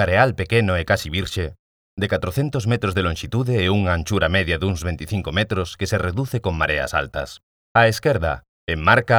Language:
Galician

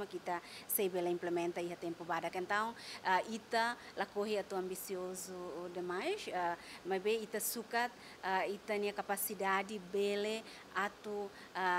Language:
Tetum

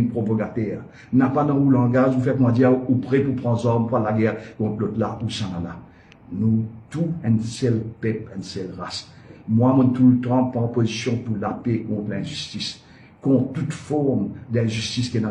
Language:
Morisyen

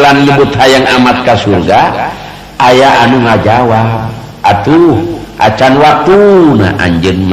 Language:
Sundanese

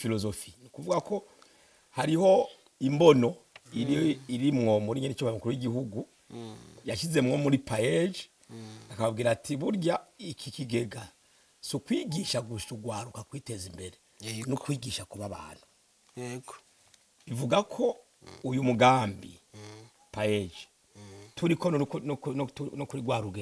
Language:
Rundi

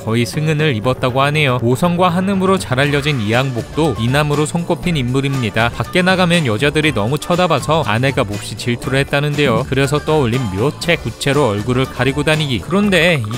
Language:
Korean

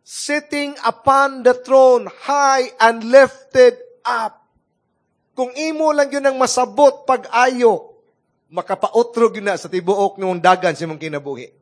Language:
Cebuano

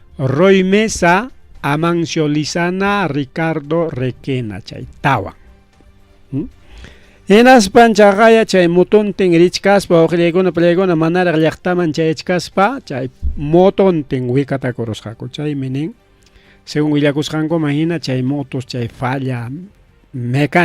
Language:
Ayacucho Quechua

